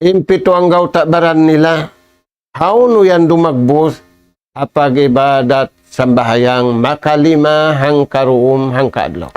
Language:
Tausug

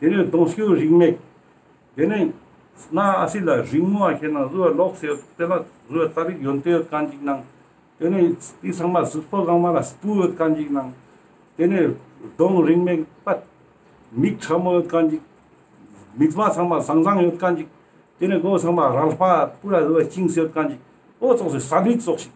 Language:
Ladakhi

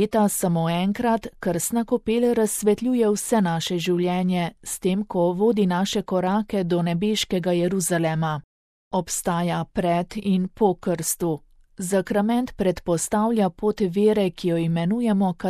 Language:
Slovenian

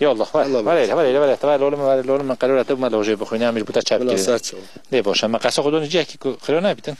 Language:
Kurdish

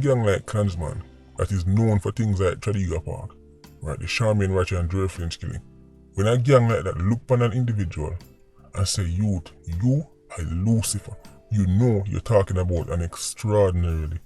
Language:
Jamaican Creole English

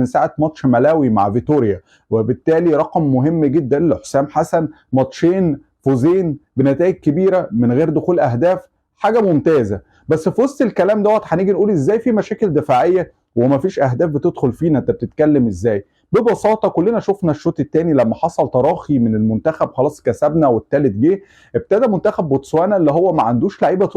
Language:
Egyptian Arabic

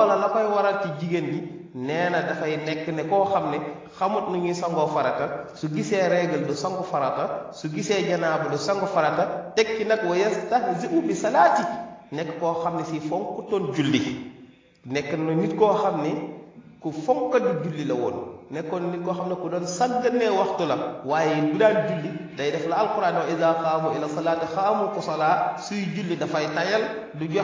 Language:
Wolof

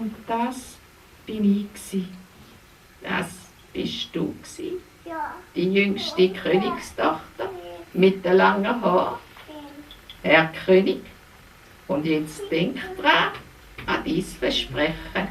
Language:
Swiss German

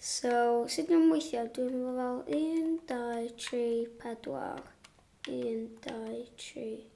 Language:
Welsh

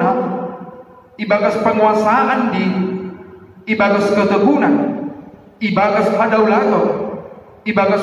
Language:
Batak Simalungun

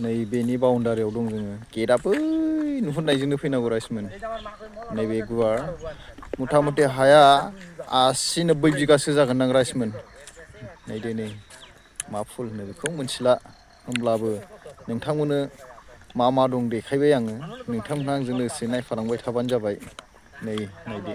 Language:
Bodo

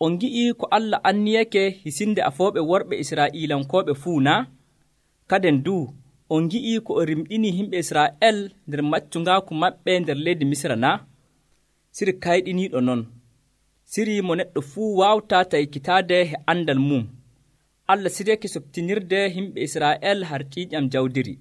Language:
Nigerian Fulfulde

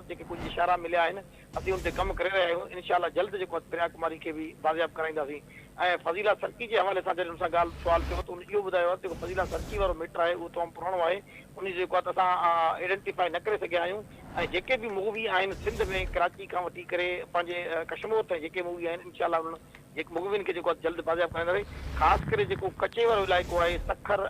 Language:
Sindhi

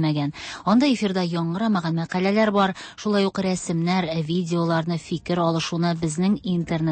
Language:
Tatar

